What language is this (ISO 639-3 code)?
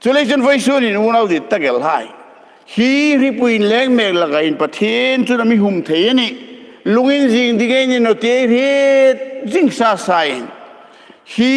hmr